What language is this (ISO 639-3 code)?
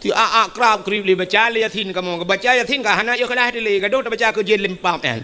ace